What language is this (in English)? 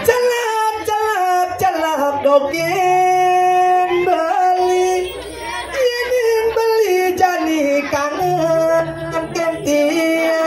Balinese